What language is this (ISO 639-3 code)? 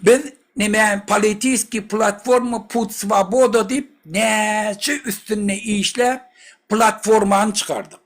tuk